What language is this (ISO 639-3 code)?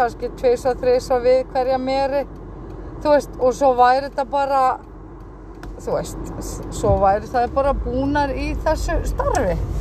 isl